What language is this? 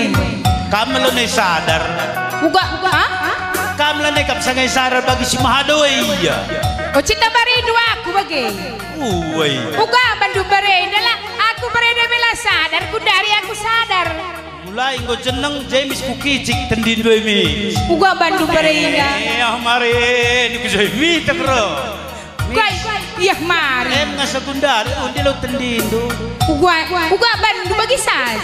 Batak Karo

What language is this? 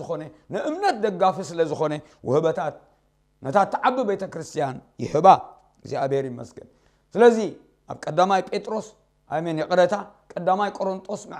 Tigrinya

